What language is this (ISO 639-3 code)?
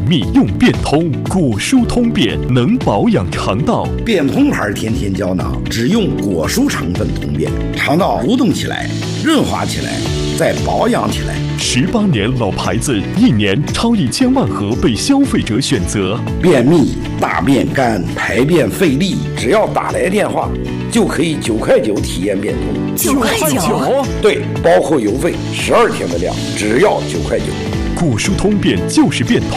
zho